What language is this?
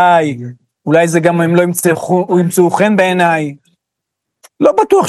Hebrew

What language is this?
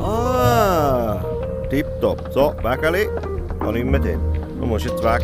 Swiss German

